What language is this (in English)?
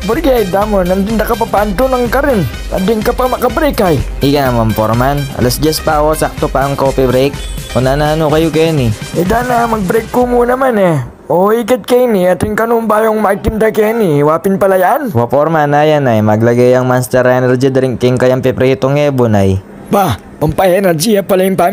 Pampanga